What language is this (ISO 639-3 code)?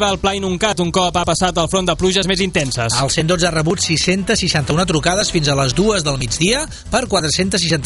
cat